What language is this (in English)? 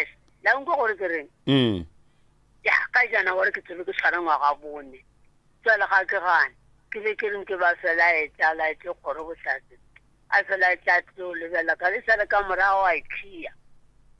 Northern Sotho